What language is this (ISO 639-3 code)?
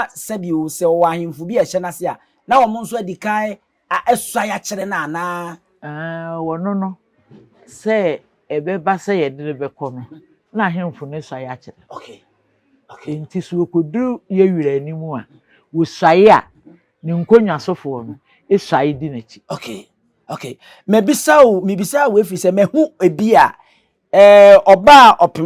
aka